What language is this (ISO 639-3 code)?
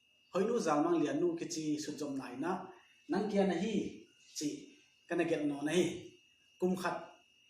pck